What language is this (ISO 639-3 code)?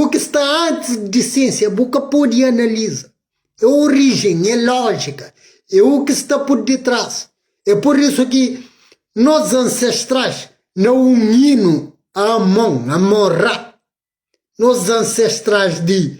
kea